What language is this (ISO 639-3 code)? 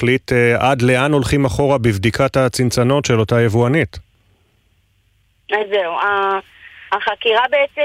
heb